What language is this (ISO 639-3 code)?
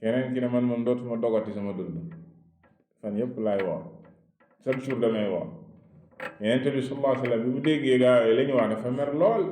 wol